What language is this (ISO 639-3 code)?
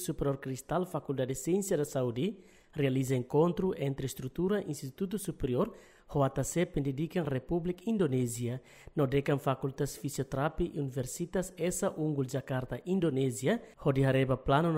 tet